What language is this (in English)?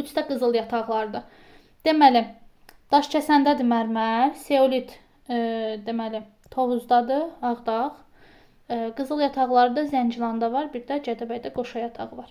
Azerbaijani